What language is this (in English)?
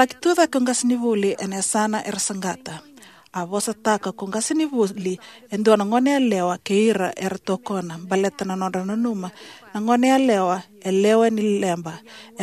Fijian